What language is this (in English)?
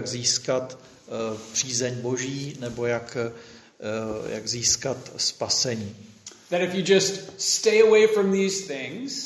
Czech